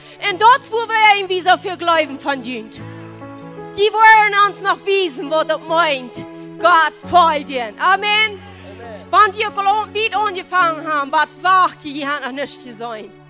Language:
Plautdietsch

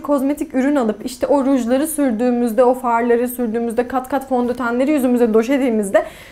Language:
Turkish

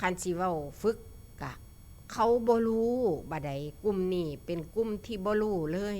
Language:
Northeastern Thai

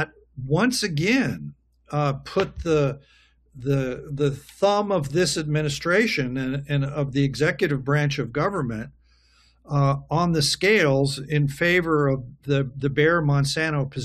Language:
English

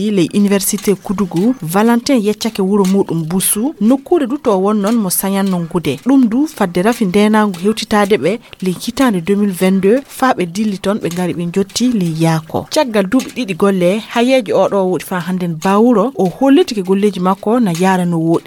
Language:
Fula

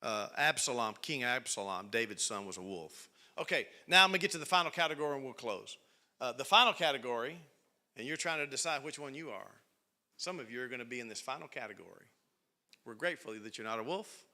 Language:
English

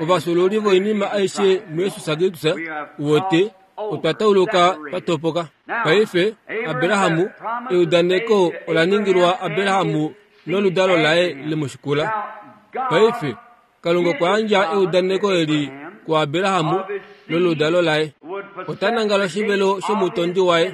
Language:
Kuanyama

